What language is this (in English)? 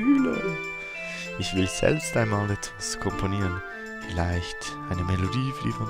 Swiss German